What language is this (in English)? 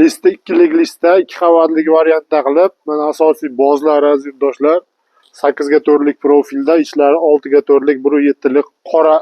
Uzbek